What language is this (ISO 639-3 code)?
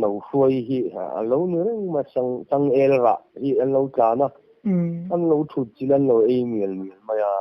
lus